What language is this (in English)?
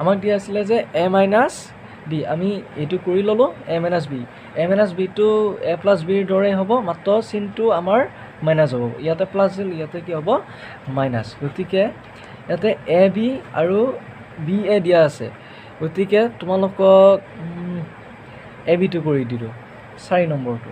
Assamese